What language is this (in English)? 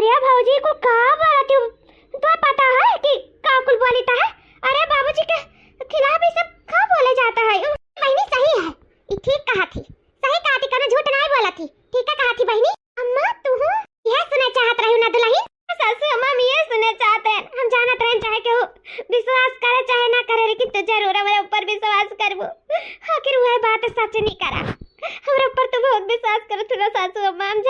Awadhi